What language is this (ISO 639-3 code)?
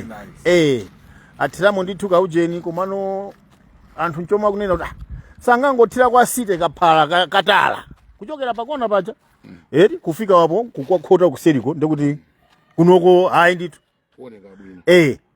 nya